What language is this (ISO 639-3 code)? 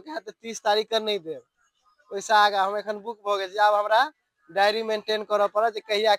mai